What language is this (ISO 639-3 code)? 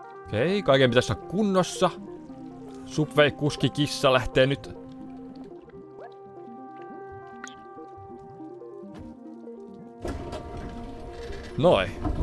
fin